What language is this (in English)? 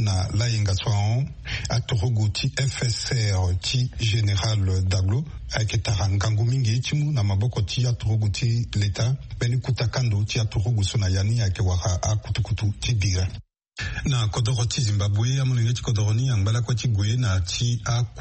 Sango